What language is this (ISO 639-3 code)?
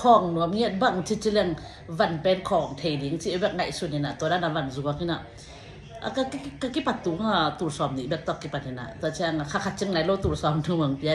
ctd